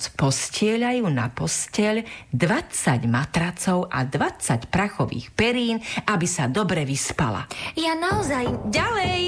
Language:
Slovak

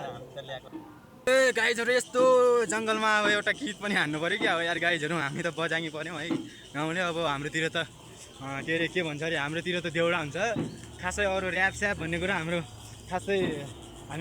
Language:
Nepali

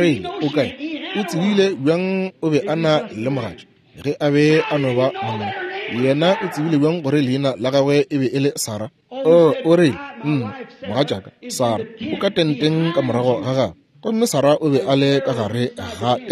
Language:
Northern Sotho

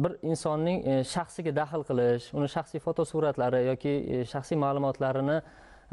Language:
Uzbek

